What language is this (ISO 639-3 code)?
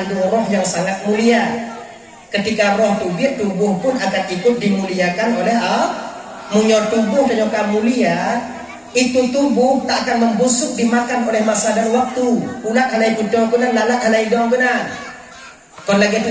ace